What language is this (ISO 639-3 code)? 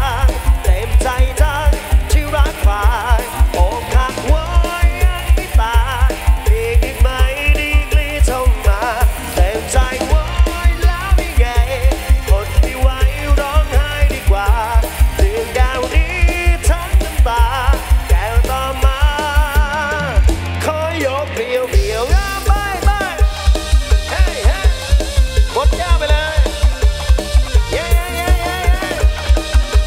tha